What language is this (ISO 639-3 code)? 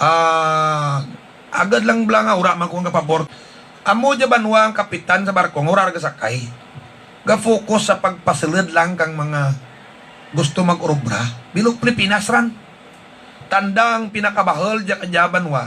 hil